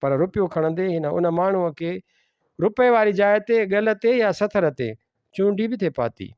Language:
Sindhi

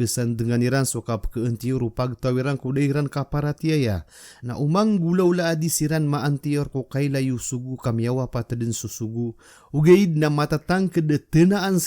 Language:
Maranao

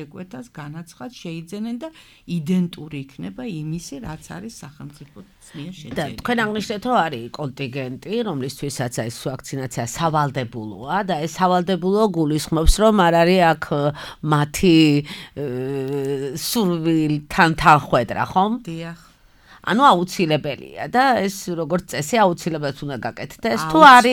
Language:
Georgian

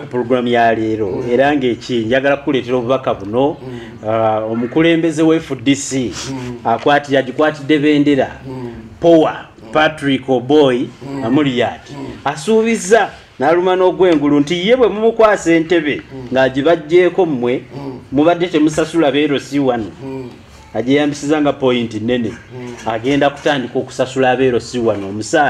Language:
Ganda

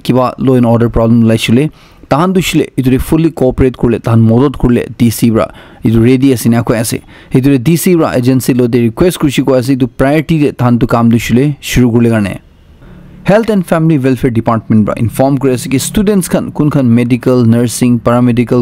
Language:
Naga Pidgin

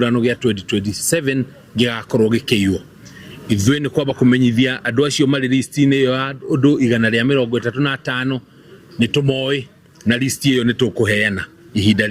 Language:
Kikuyu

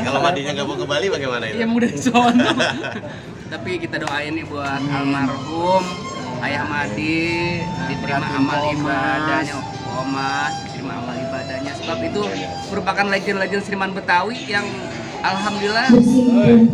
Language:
Betawi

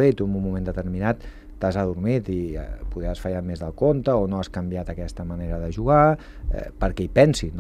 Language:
Catalan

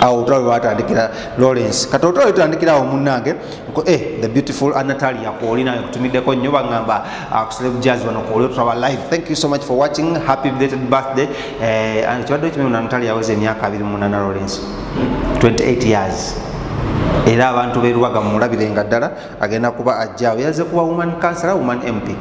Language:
Ganda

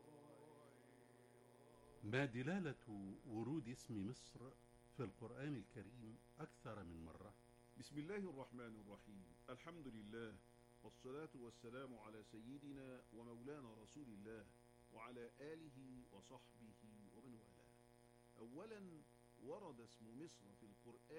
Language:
Arabic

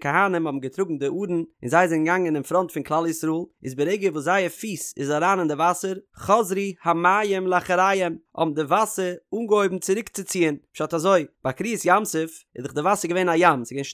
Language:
Yiddish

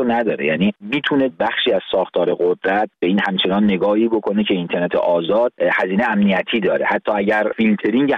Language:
Persian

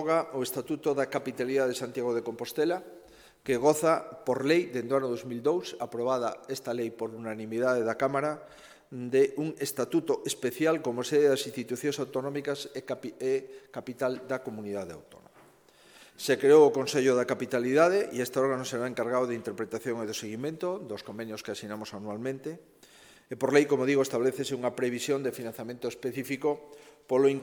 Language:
Galician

